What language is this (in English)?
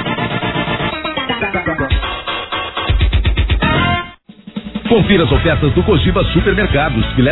Portuguese